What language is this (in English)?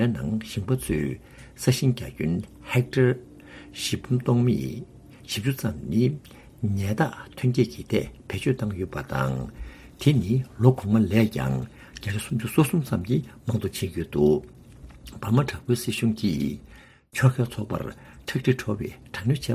Tibetan